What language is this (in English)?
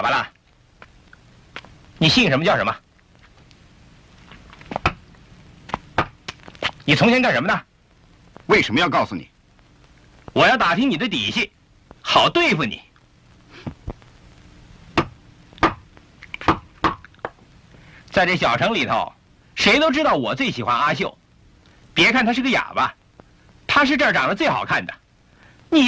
Chinese